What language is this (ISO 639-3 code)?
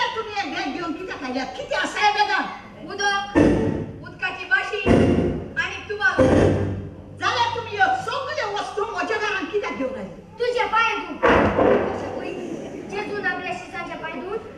kok